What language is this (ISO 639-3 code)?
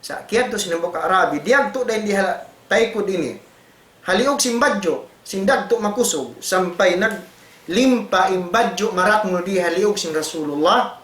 tsg